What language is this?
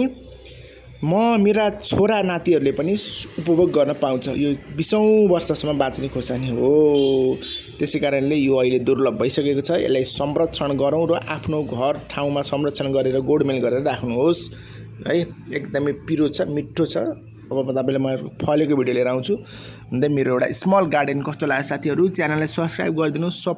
Nepali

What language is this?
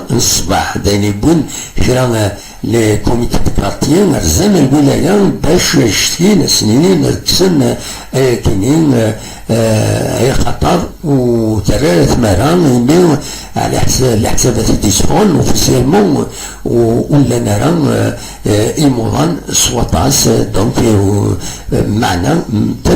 Kabyle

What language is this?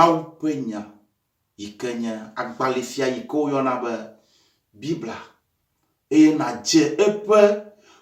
Ewe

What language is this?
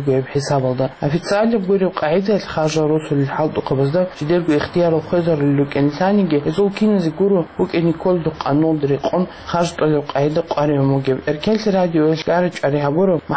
Avaric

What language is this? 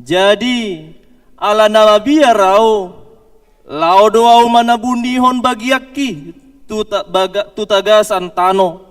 Batak Toba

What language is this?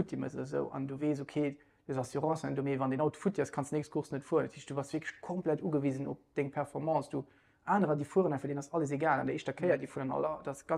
Luxembourgish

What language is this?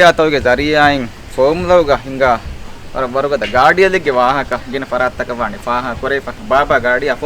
Divehi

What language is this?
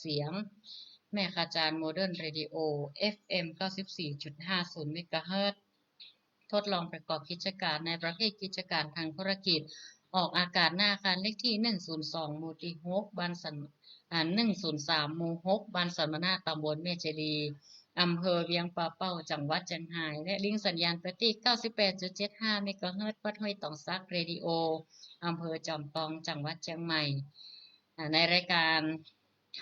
Northern Thai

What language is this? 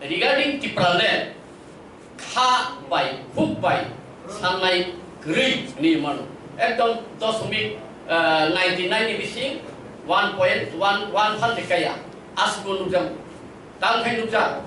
Kok Borok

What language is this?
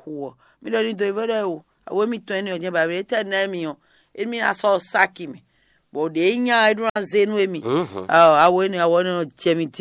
Fon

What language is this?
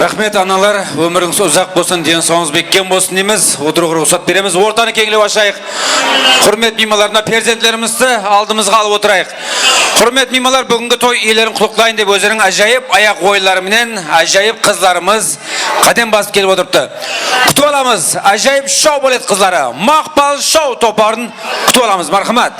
Kara-Kalpak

